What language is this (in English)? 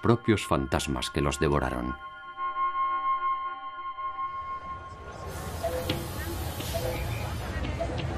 Spanish